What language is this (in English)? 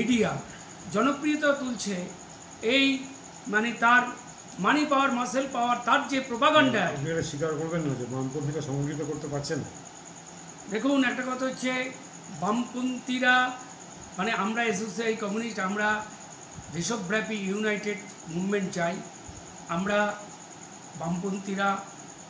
Bangla